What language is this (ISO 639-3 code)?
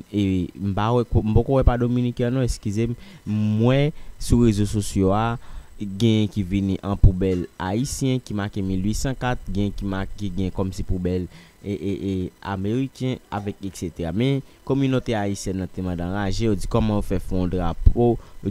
hat